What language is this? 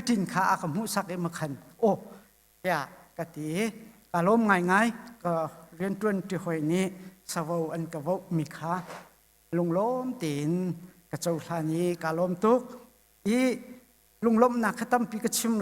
Hakha Chin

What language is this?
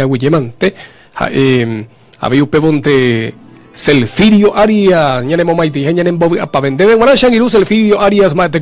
Guarani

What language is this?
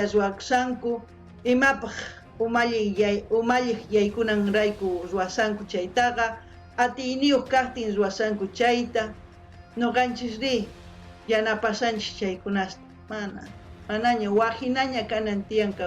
South Bolivian Quechua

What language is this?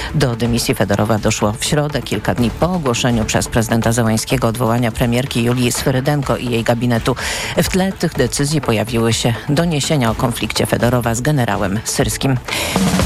Polish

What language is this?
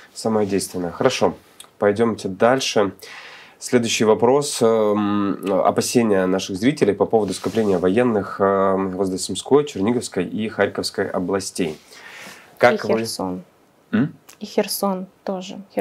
Russian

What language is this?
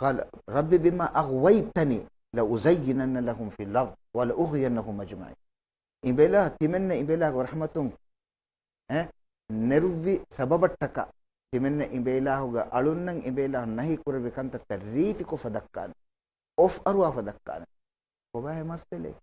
Divehi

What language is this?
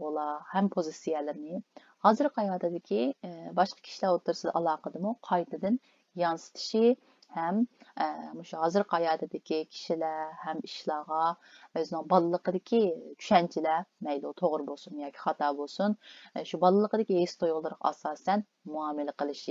Uyghur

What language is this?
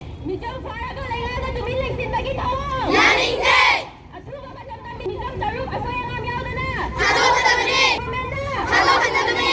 Manipuri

